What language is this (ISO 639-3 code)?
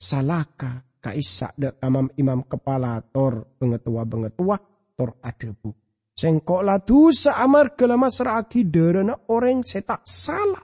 mad